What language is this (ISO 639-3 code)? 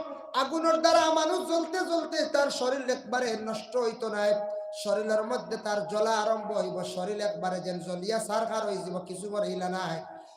syl